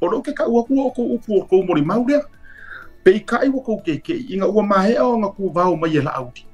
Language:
Samoan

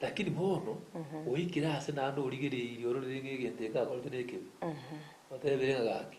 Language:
Gusii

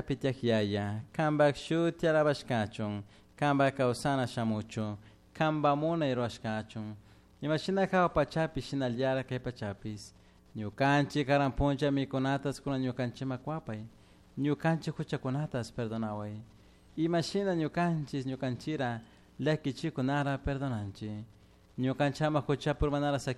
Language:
Chimborazo Highland Quichua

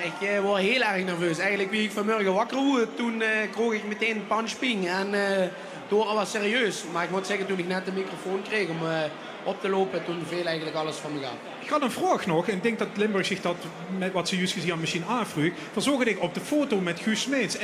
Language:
Limburgish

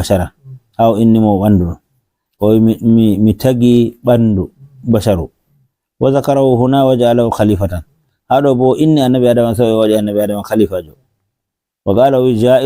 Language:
Fula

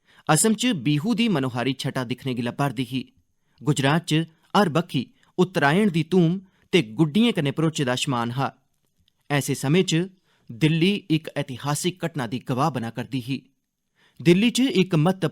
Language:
Dogri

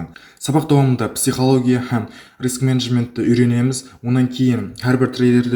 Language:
Kara-Kalpak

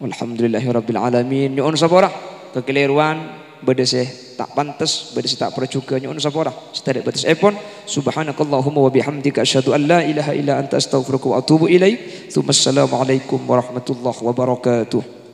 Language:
Madurese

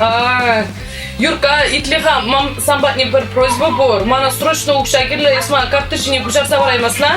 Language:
Chuvash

